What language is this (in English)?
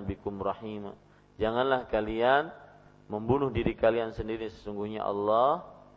Indonesian